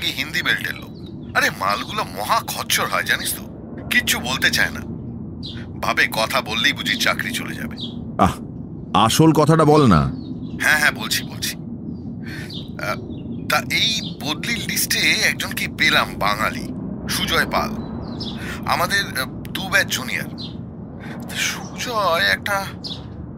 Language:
Bangla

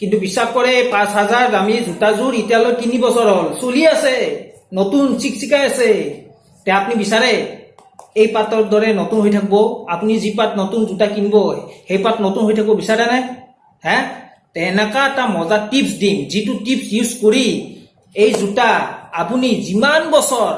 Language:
Assamese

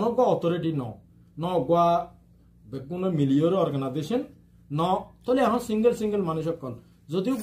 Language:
Rohingya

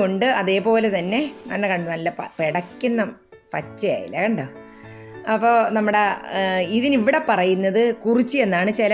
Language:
Malayalam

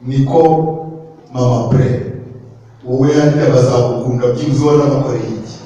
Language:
Kinyarwanda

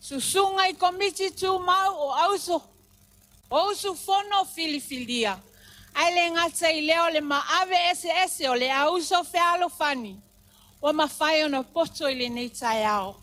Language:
Samoan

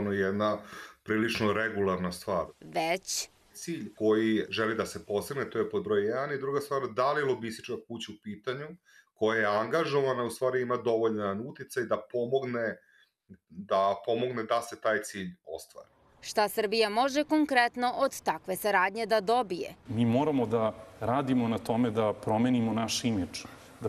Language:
Serbian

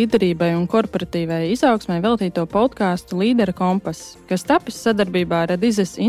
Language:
Latvian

